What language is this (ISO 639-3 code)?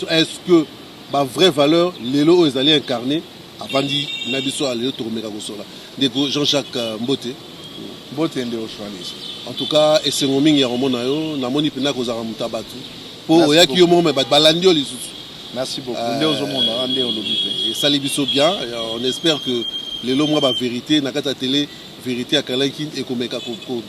lin